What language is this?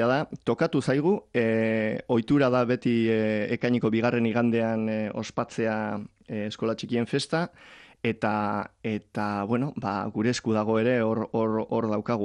Basque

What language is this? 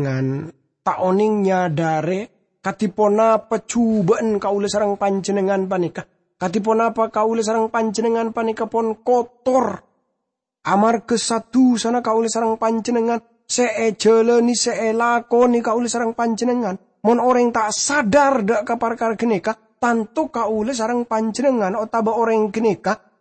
Madurese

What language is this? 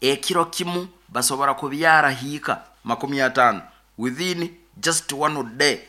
Nyoro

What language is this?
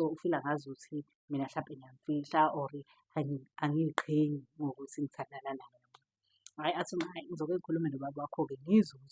Zulu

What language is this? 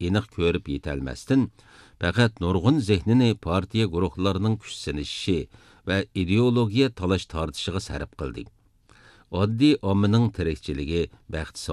Uyghur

